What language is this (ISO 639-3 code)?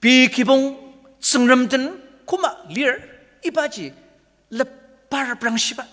njo